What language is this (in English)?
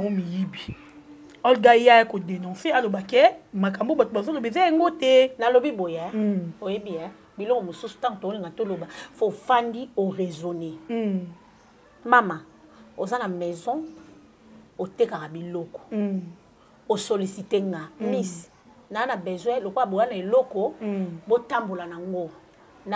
Lingala